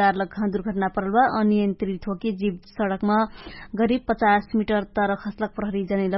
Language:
Dangaura Tharu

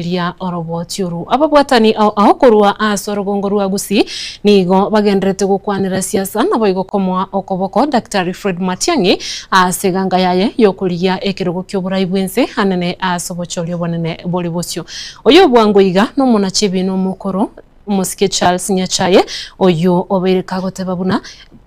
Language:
Gusii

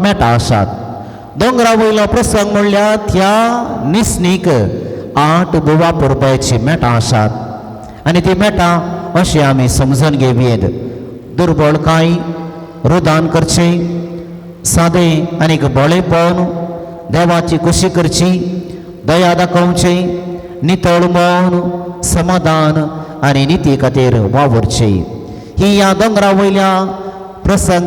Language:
Konkani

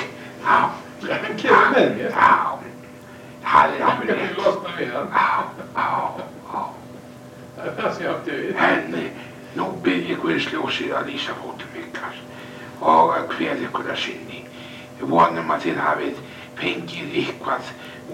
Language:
Icelandic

